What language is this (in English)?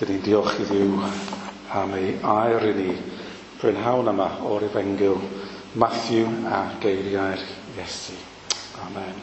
Welsh